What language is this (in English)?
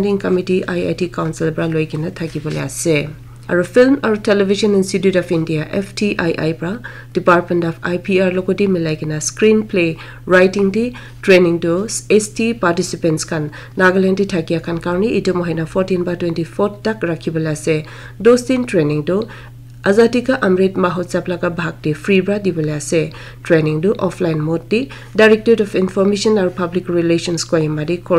Naga Pidgin